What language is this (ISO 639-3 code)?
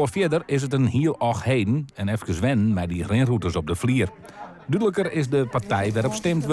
fry